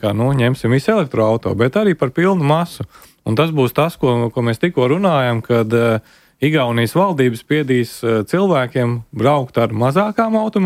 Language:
Latvian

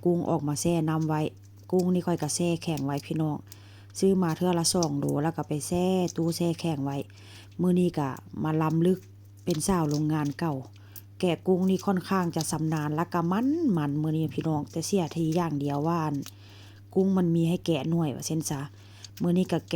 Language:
Northeastern Thai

